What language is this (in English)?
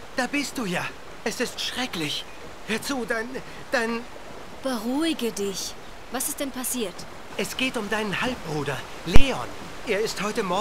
Swiss German